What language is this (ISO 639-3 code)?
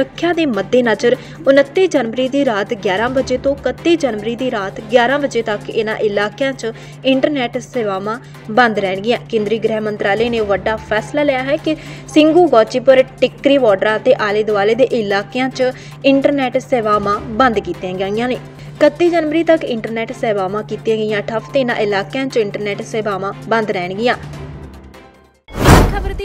pan